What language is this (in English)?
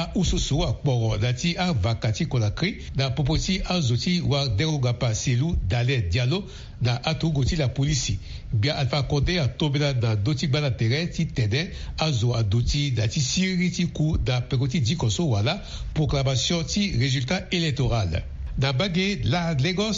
Sango